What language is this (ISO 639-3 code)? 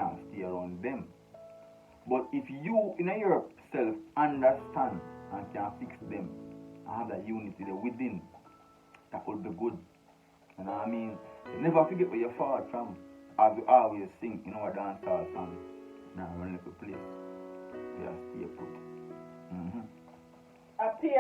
jam